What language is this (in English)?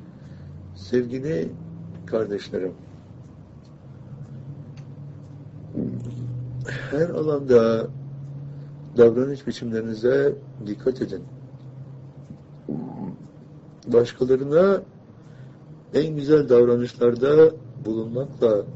Turkish